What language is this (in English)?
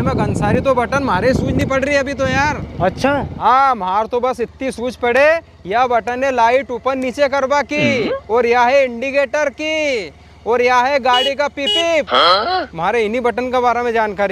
Rajasthani